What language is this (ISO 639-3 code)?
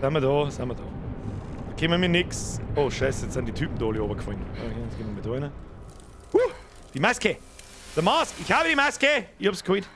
bar